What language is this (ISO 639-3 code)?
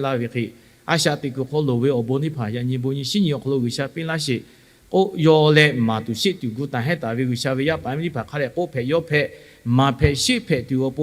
lhu